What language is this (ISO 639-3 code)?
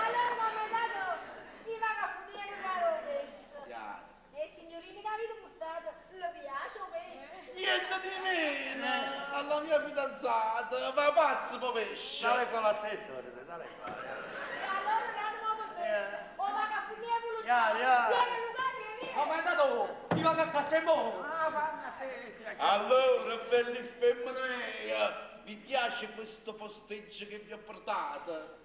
nap